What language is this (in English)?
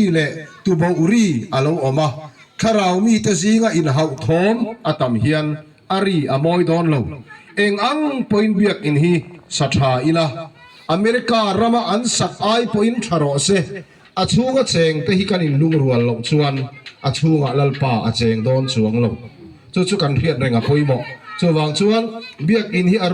Mizo